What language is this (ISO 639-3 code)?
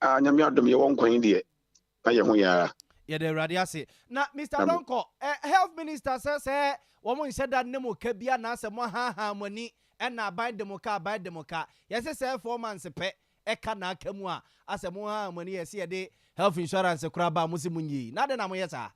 aka